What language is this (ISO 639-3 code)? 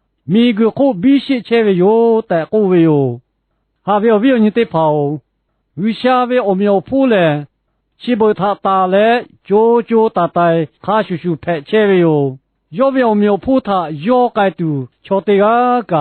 lhu